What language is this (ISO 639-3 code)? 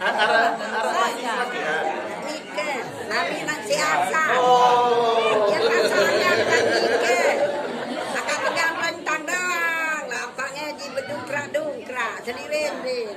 sas